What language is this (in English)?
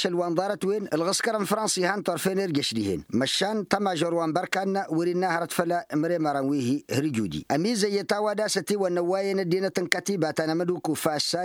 Tamasheq